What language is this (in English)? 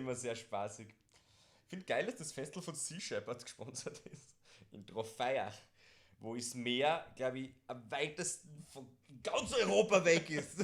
Bavarian